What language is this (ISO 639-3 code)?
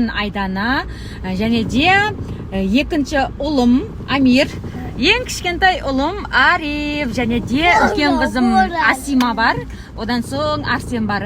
kaz